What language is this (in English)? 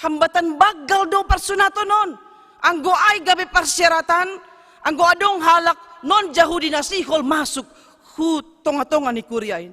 Batak Simalungun